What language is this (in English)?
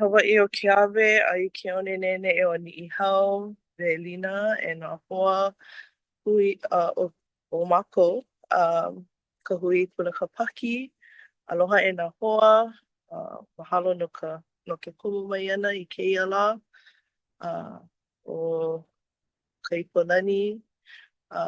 Hawaiian